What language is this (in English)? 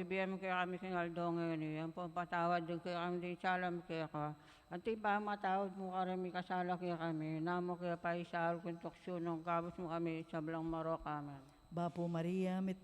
Pampanga